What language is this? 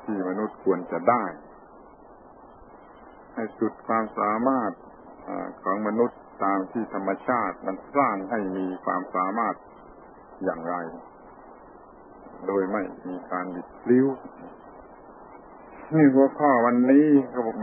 Thai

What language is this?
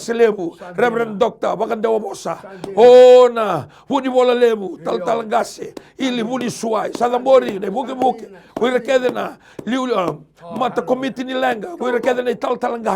Fijian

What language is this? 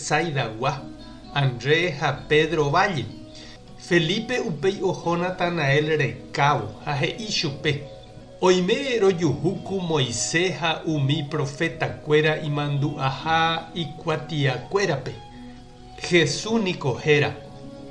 Guarani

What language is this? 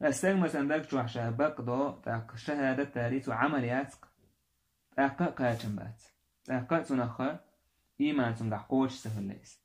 Chechen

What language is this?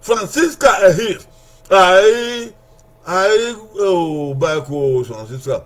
Bini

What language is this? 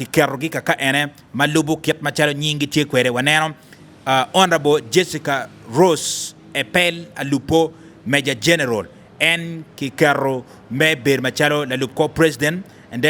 Acoli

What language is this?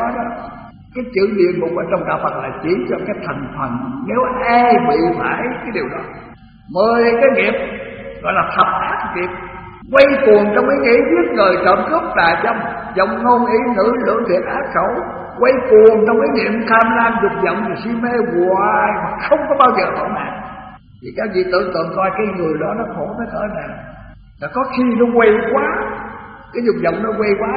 Vietnamese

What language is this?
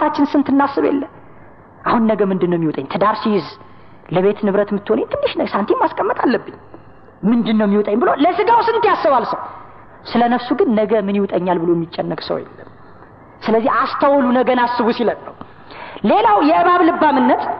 Amharic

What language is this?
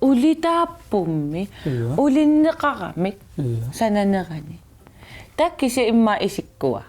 Kalaallisut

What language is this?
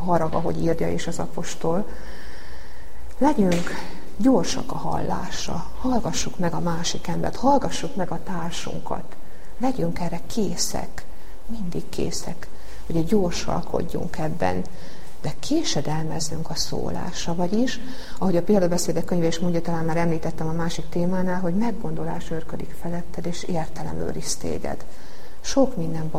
Hungarian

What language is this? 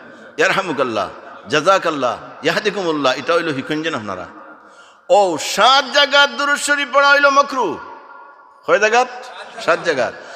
Sylheti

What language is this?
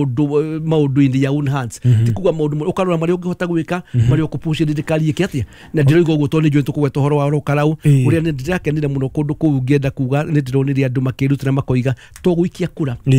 Kikuyu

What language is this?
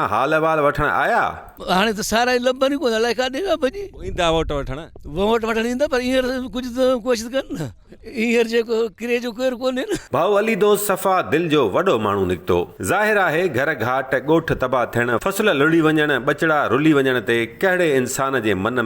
Sindhi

